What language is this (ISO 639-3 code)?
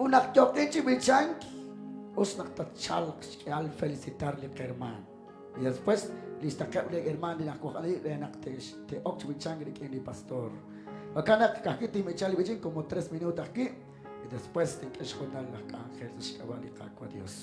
kek